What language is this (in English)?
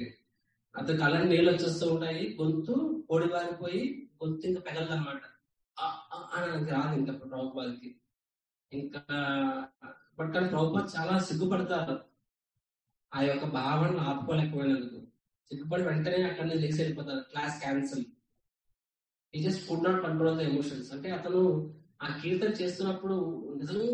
Telugu